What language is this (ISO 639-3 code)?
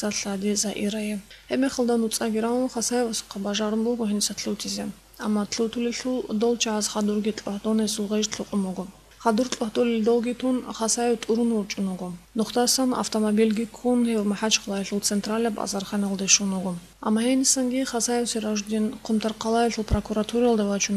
ava